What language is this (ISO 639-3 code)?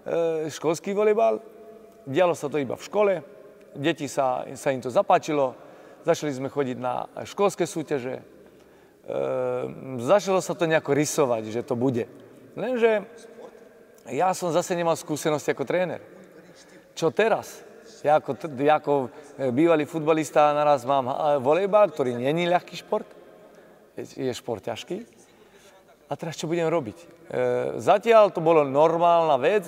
slk